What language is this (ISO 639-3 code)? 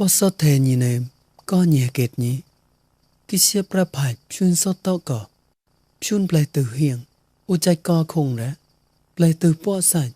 mnw